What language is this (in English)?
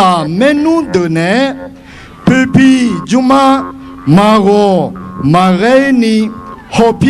Akha